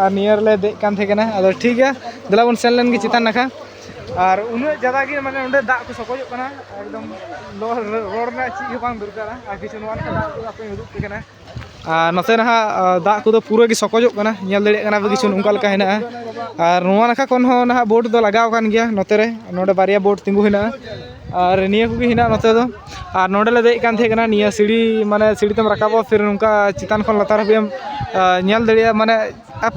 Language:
Santali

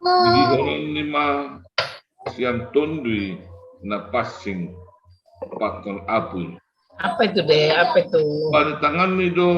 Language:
Batak Simalungun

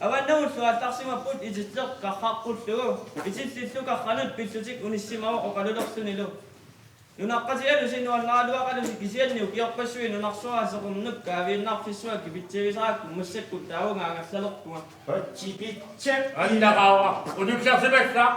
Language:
Kalaallisut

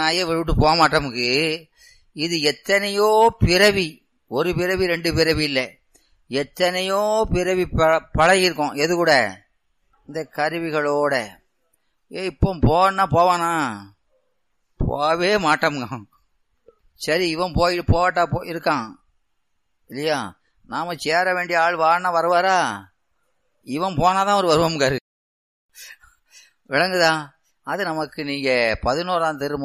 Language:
Tamil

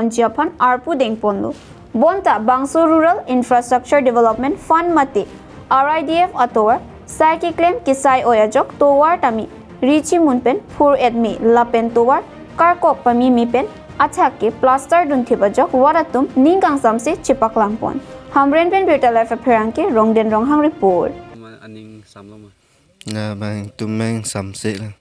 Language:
Karbi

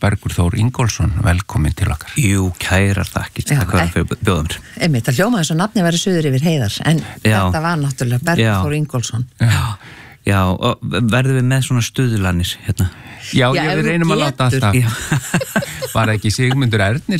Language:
Icelandic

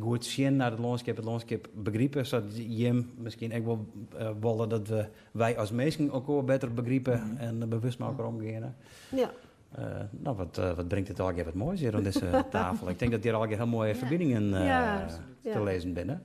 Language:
Western Frisian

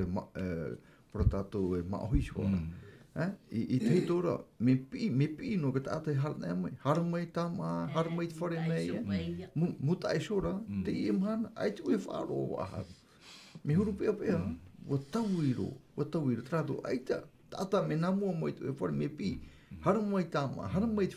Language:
Tahitian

